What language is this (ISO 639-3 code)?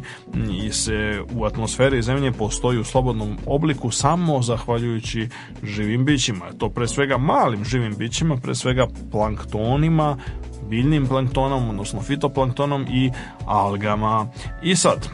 srp